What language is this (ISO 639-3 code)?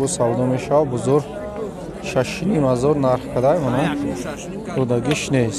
tgk